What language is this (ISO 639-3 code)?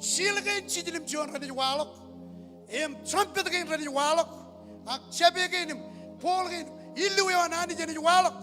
mah